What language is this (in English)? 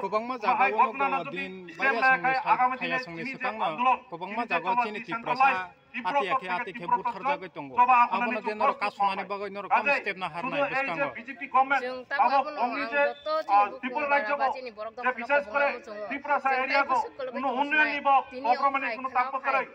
Kok Borok